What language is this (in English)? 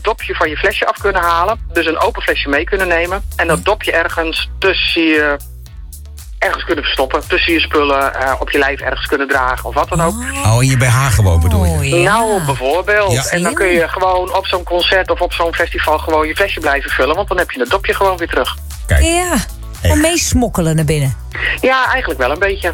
Dutch